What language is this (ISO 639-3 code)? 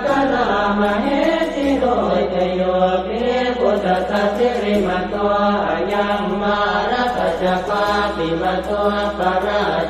pli